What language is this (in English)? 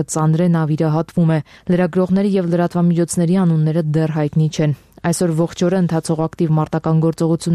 Armenian